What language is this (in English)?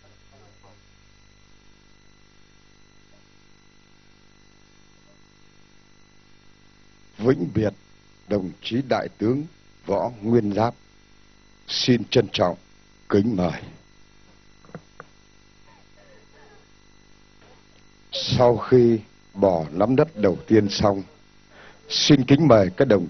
Vietnamese